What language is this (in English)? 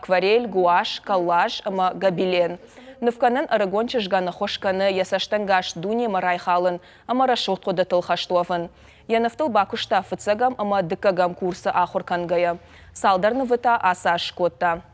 Ossetic